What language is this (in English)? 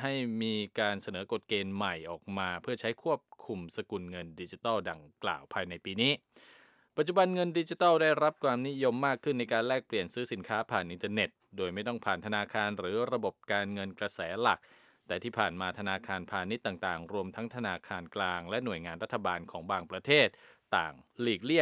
Thai